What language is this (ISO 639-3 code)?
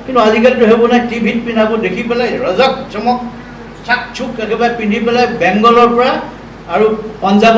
asm